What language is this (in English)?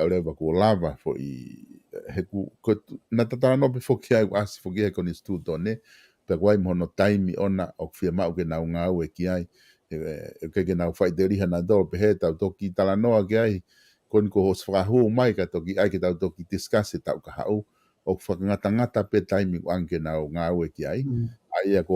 Tongan